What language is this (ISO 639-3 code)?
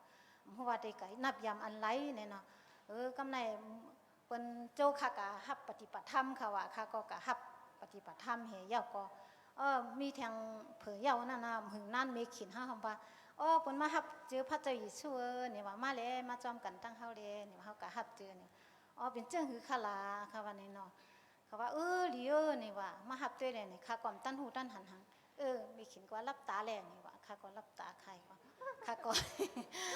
shn